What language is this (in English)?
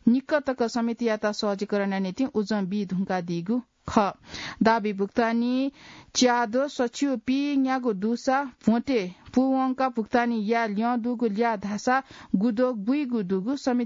Newari